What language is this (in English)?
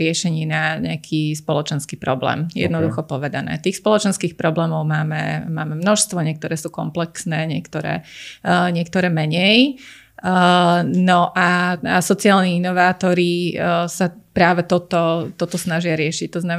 Slovak